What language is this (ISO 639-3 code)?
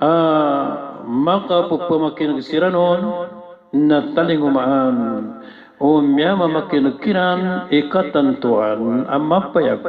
mrw